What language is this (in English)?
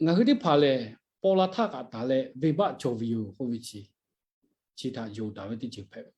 Lahu